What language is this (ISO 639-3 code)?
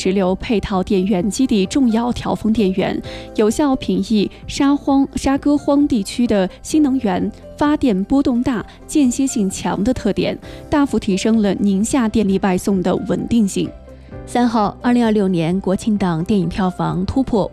zho